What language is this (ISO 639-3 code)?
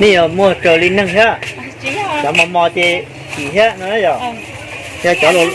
hmn